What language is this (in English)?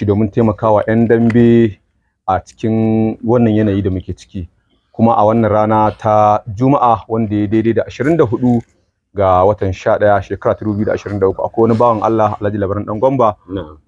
Hausa